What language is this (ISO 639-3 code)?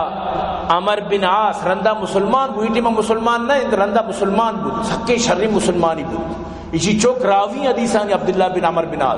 bal